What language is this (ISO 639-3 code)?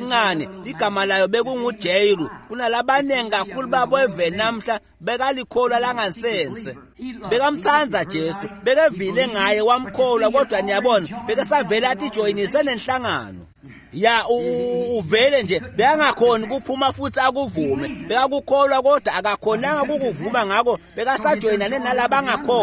ssw